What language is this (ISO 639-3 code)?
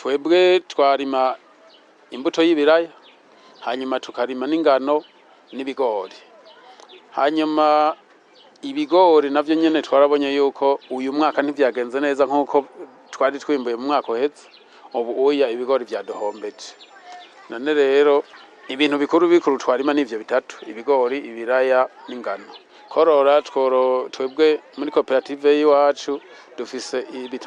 run